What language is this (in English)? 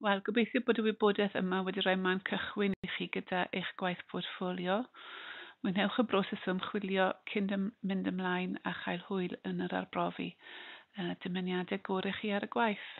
Welsh